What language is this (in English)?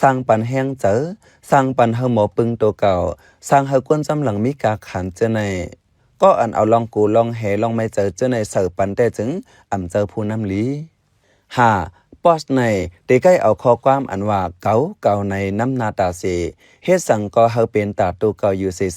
Shan